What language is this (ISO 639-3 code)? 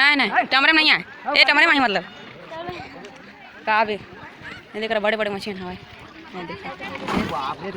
hne